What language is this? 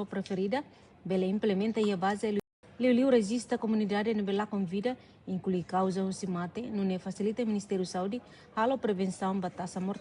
Tetum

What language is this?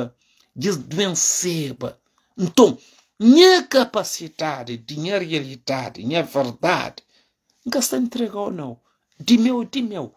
Kabuverdianu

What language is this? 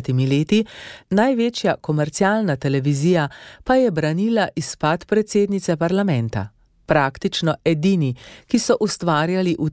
Slovenian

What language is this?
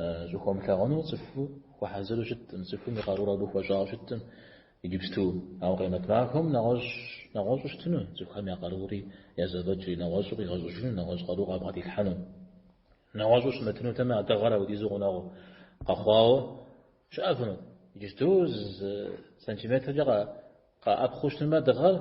Kabardian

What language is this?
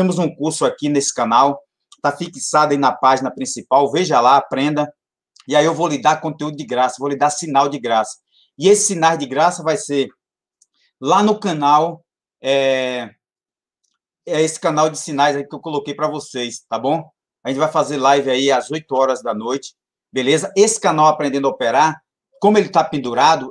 Portuguese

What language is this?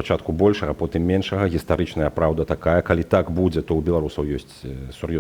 Belarusian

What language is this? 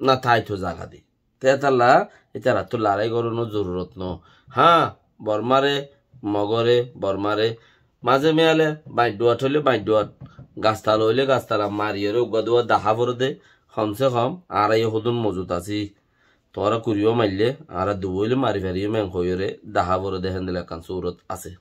Rohingya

